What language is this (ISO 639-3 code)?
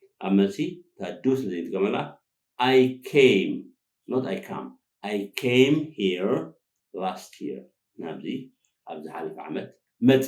tir